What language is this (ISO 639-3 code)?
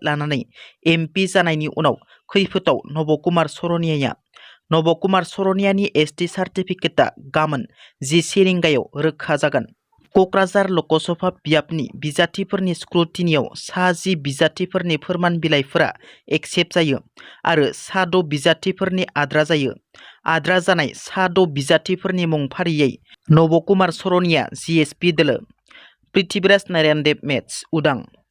brx